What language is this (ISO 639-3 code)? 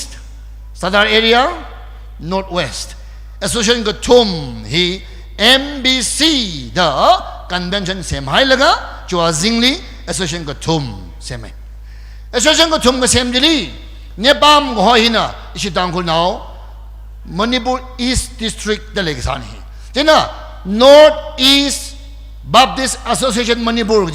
nmf